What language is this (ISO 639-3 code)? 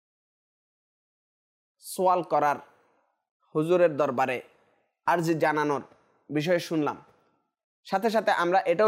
ben